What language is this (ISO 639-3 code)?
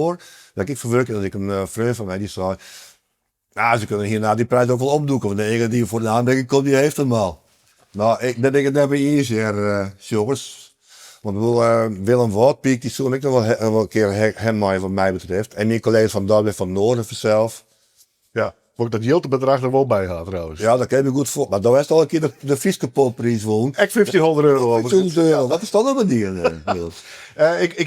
fry